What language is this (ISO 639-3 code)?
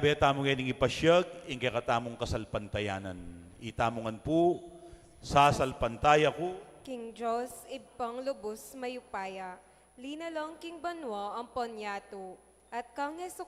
pam